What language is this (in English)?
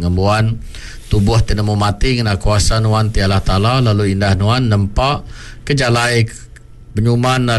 Iban